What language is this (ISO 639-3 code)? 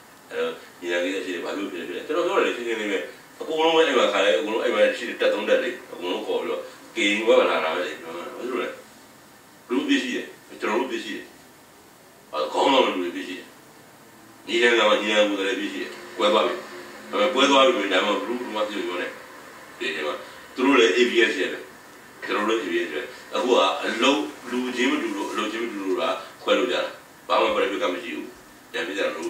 mya